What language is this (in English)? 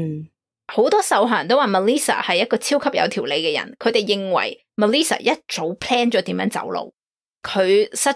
Cantonese